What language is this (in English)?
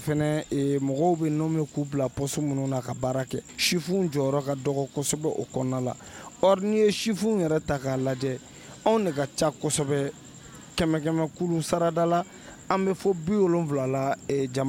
Bambara